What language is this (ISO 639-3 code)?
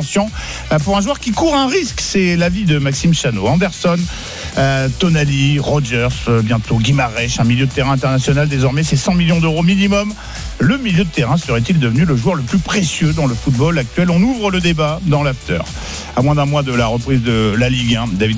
fra